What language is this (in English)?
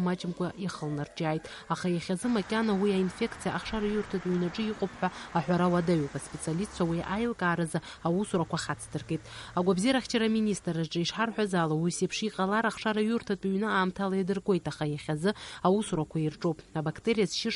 Abkhazian